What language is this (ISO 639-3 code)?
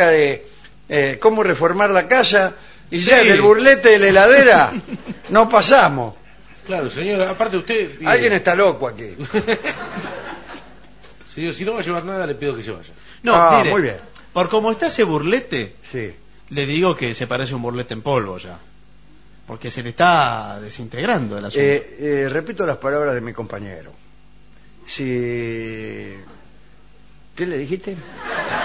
spa